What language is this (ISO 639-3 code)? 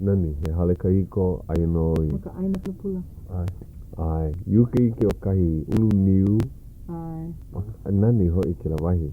haw